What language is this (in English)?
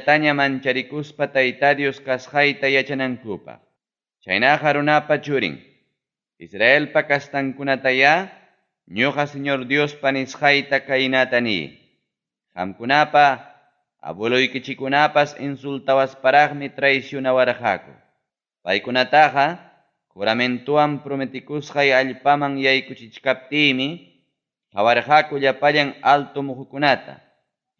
Ayacucho Quechua